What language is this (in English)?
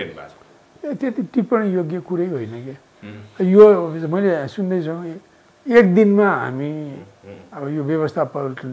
Nepali